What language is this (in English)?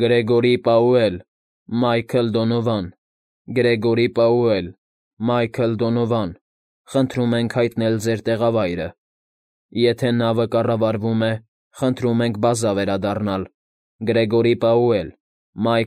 Armenian